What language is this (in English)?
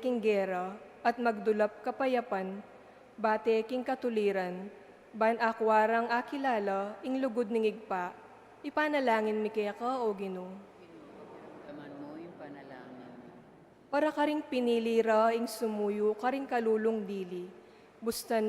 Pampanga